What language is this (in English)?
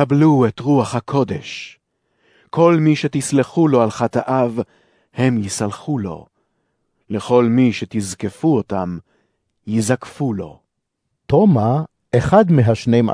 Hebrew